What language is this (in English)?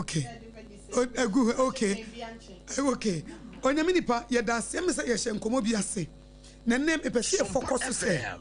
Akan